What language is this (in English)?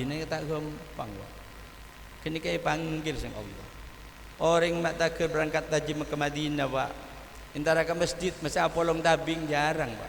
Madurese